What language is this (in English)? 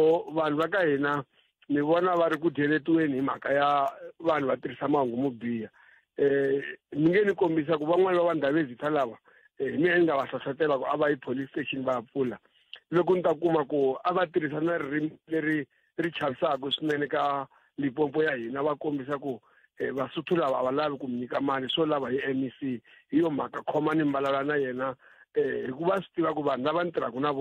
Tsonga